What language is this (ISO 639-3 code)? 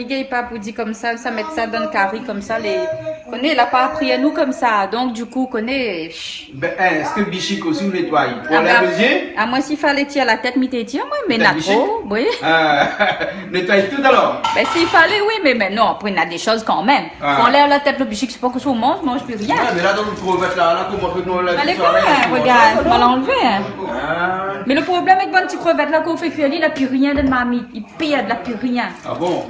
rcf